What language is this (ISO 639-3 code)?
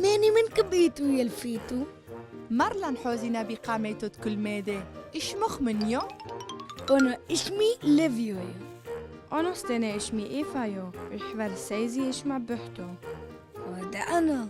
tru